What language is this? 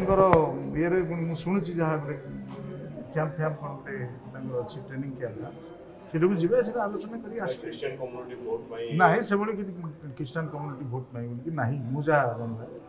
Odia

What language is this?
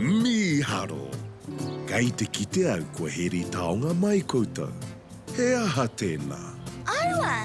Māori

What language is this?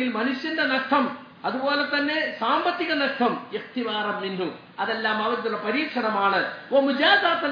Malayalam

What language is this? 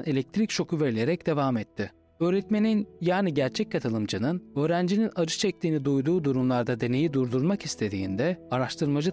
Turkish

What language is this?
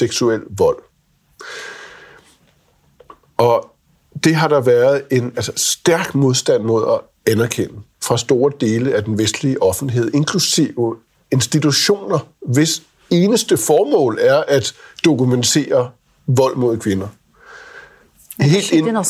Danish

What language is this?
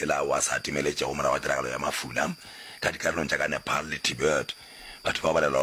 Northern Sotho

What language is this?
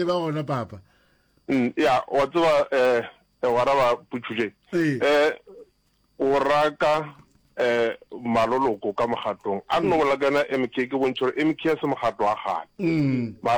Northern Sotho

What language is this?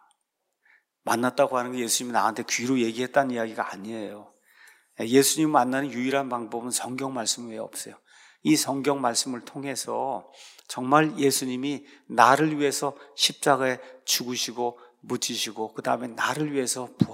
Korean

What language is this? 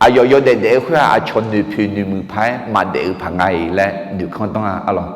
Akha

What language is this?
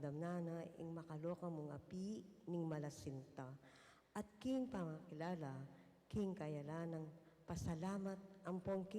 Pampanga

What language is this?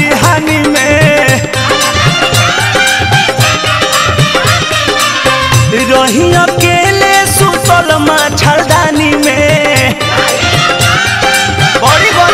Bhojpuri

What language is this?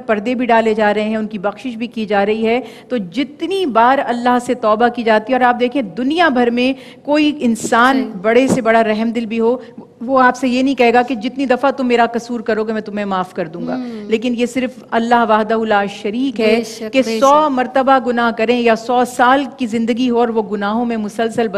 Urdu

